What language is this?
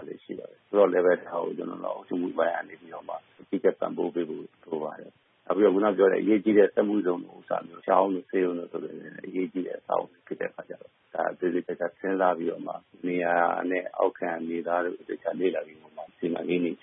Burmese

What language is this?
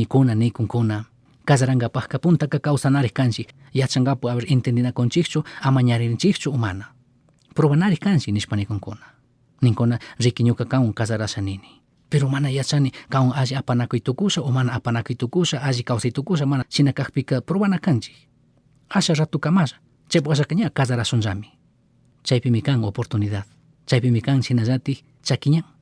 Chimborazo Highland Quichua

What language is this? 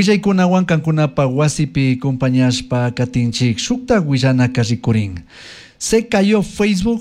Chimborazo Highland Quichua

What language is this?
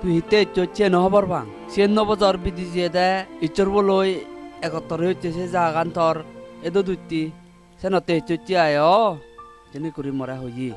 Chakma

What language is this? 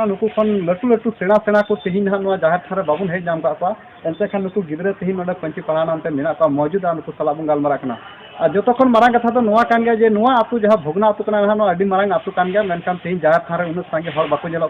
Santali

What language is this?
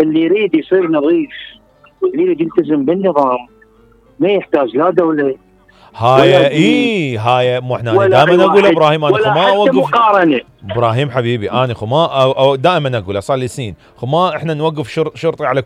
Mesopotamian Arabic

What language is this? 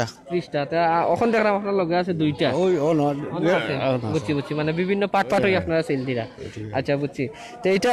Sylheti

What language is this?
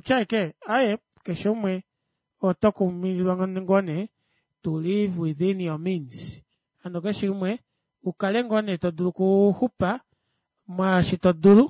Kuanyama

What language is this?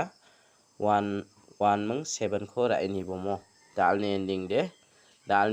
Garo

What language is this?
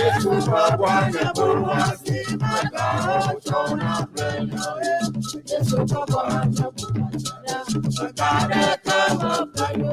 Ewe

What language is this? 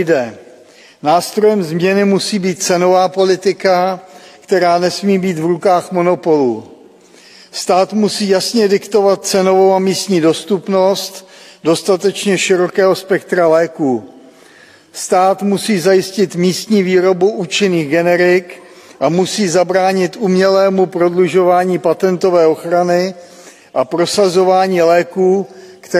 Czech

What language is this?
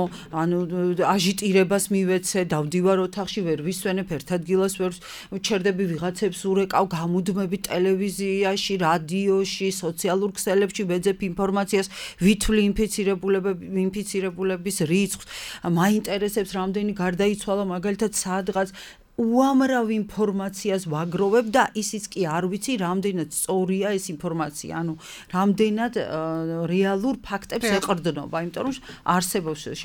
Georgian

